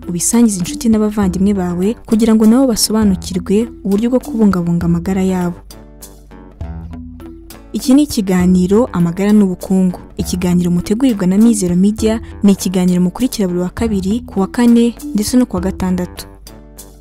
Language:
Kinyarwanda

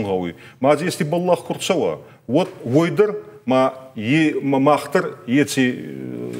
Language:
Ossetic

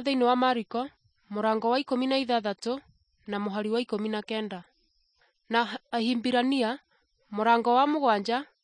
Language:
Kikuyu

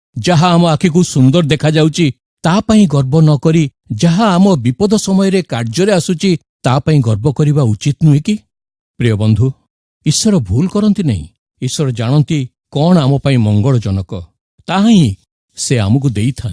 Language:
Odia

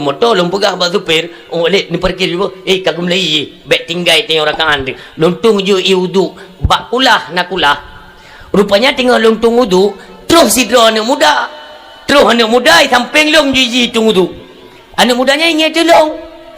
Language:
Achinese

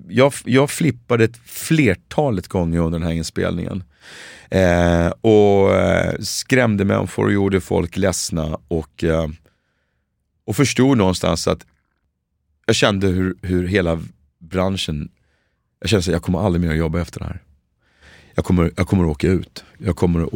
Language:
Swedish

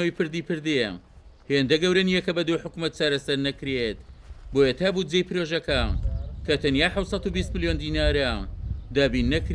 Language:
Central Kurdish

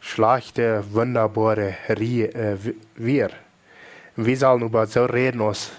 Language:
Plautdietsch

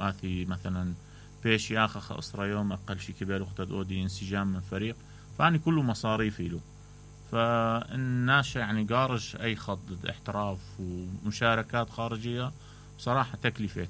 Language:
Mesopotamian Arabic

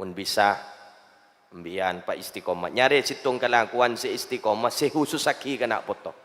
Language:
Madurese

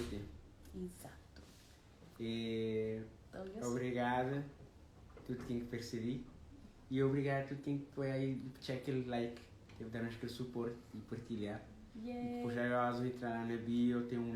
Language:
Kabuverdianu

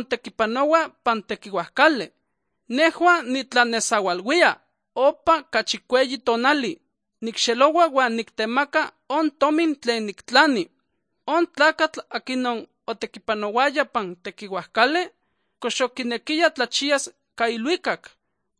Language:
Slovenian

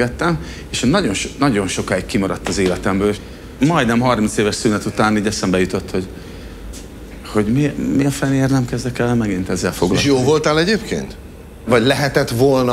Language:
Hungarian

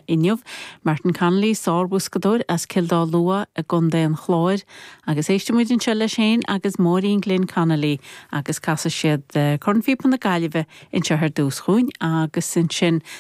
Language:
Irish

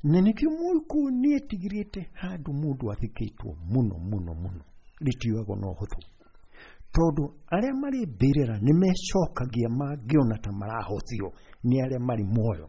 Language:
Kikuyu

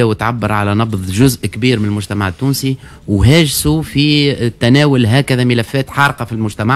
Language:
Tunisian Arabic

